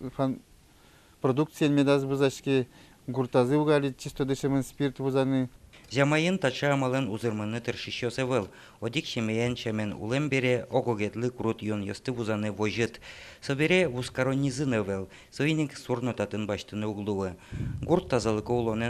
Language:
Udmurt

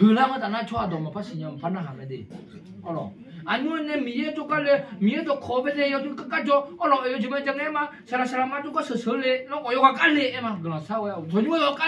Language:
Akha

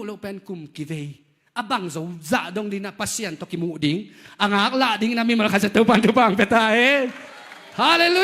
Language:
Tedim Chin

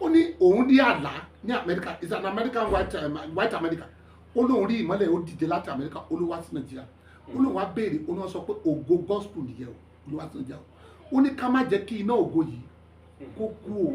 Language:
Yoruba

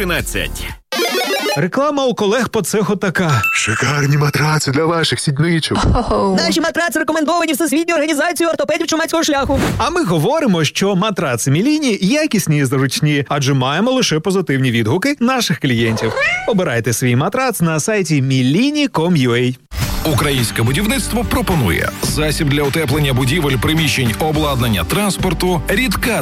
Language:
Ukrainian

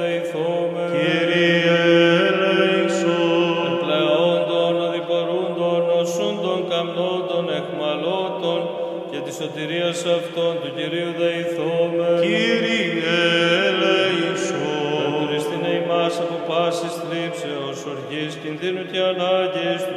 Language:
Greek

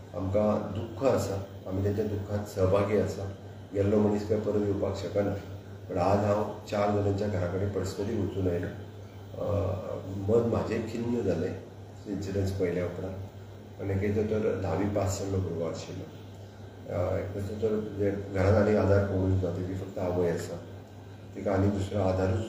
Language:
Konkani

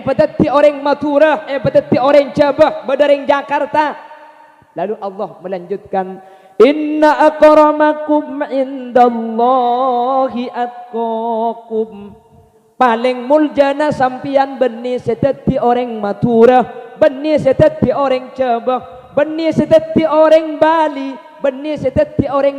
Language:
Madurese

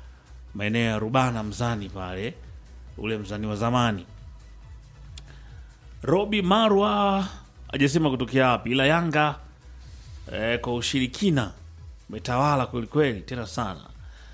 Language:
Swahili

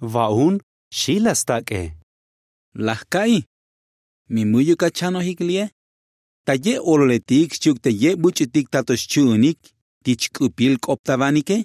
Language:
Tzotzil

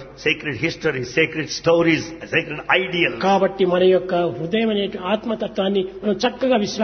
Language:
Telugu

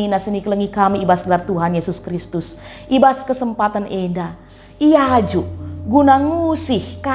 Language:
Batak Karo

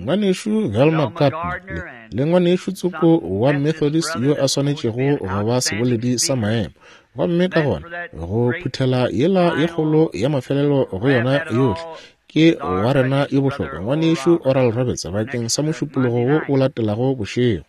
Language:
Northern Sotho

